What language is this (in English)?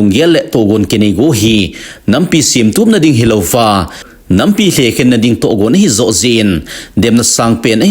Thado Chin